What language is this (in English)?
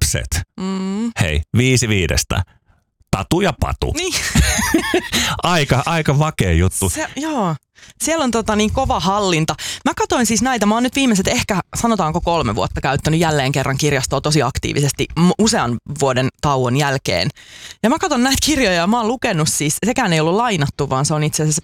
Finnish